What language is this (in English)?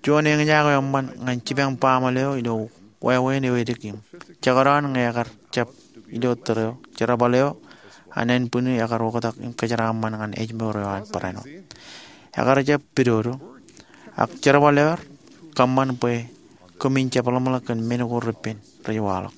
Marshallese